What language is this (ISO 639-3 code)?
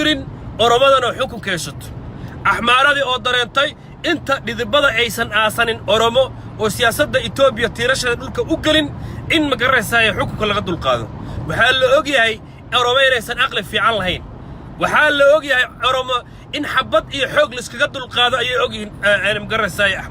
som